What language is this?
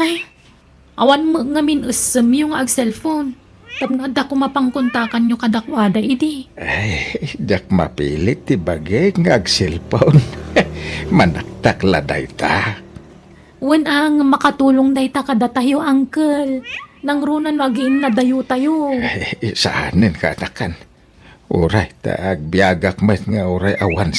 Iloko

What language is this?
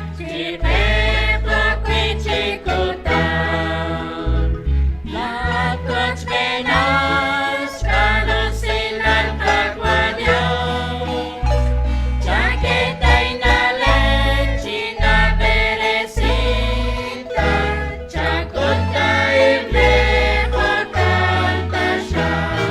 Kekchí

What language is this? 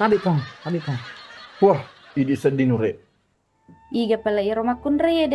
Buginese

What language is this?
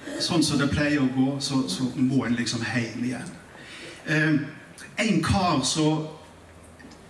Norwegian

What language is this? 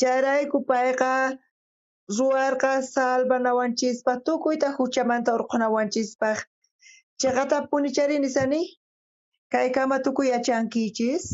South Bolivian Quechua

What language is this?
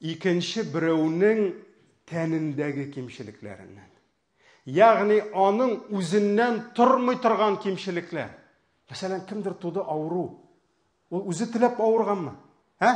Tatar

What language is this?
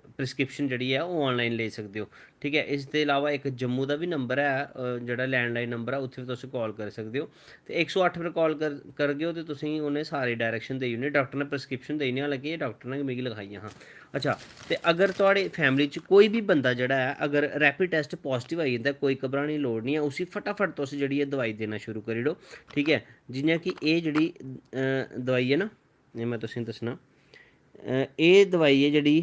Dogri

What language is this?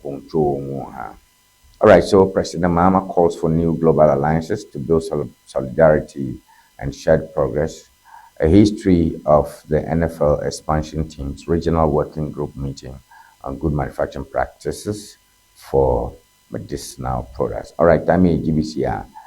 Ewe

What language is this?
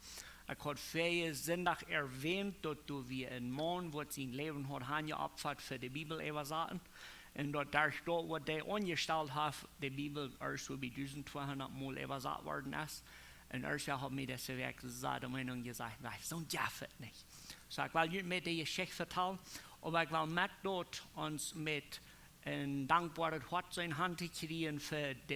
Plautdietsch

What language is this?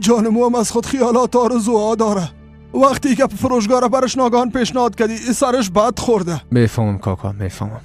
Persian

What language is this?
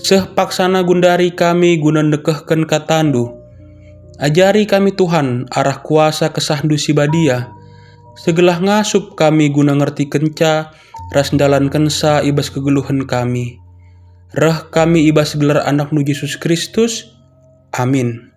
Batak Karo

